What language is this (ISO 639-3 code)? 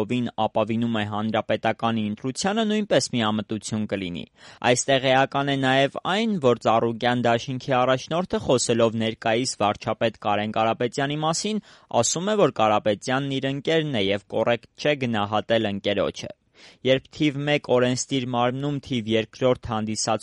hye